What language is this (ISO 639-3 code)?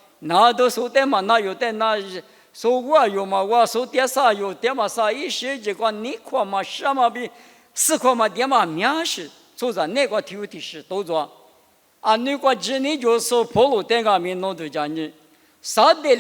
lis